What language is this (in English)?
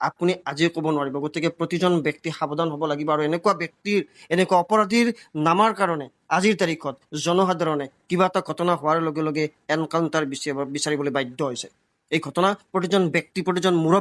Assamese